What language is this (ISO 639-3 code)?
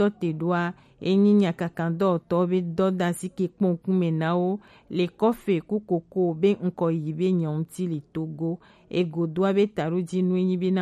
gej